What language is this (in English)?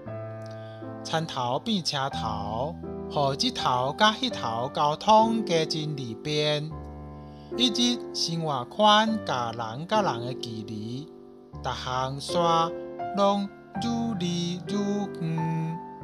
Min Nan Chinese